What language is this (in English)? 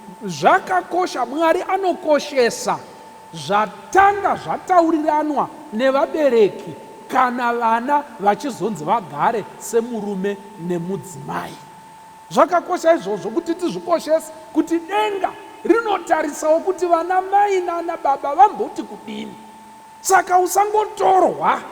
Shona